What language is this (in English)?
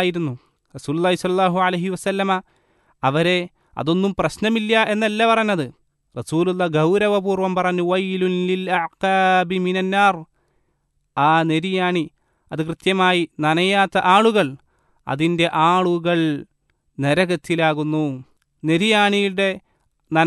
Malayalam